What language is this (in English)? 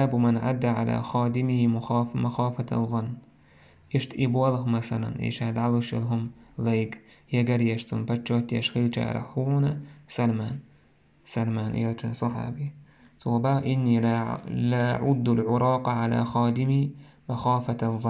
Chechen